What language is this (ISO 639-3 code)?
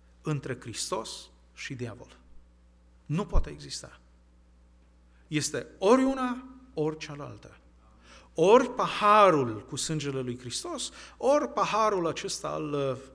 ron